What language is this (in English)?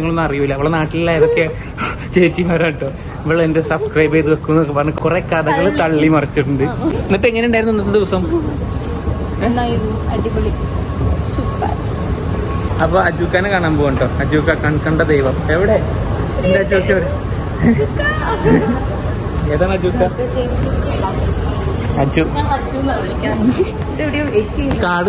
Malayalam